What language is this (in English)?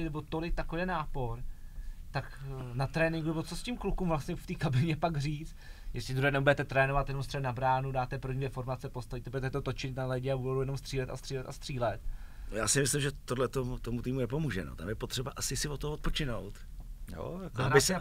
Czech